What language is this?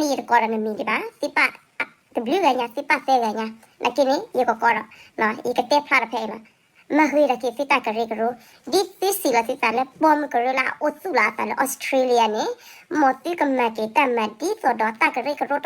S'gaw Karen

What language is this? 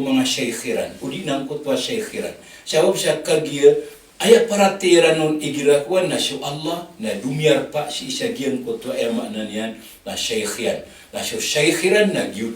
Maranao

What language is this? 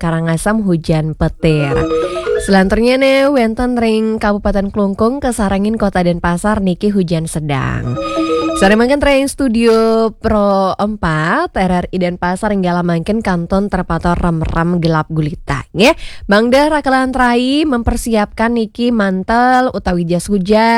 Balinese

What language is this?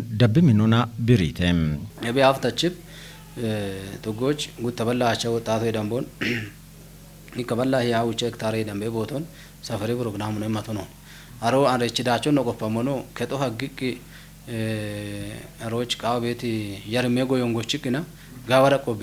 Kafa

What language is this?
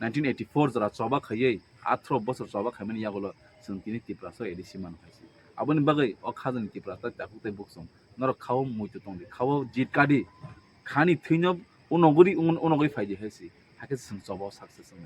Kok Borok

